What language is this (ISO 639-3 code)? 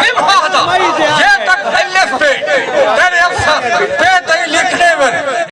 skr